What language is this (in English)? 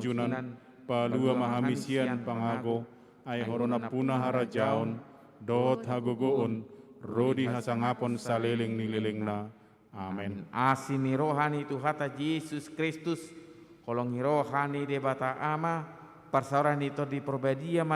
Batak Toba